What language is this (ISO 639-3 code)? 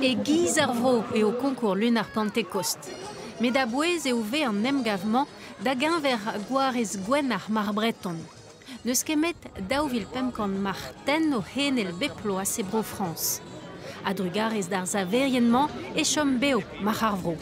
bre